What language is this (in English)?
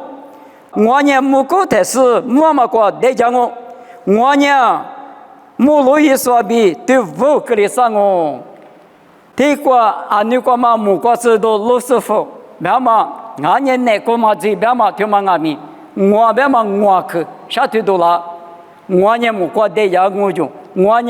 Lisu